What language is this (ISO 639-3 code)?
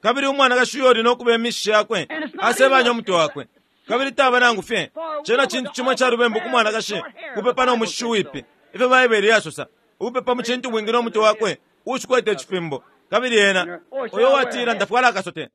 bem